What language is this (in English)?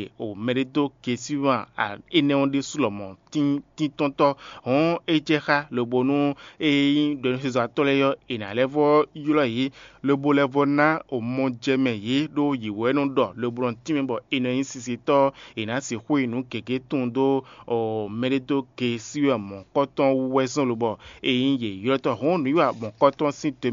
Fon